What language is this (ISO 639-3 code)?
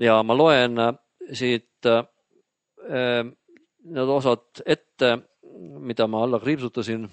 est